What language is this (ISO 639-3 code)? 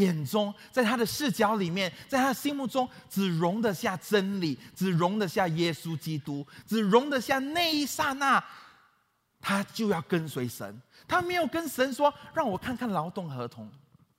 zho